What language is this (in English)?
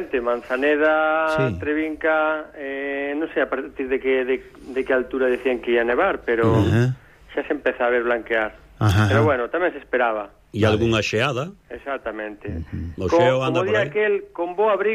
Galician